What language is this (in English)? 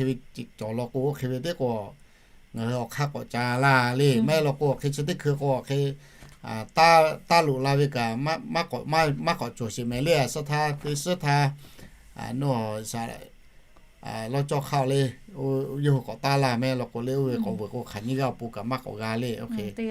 Lahu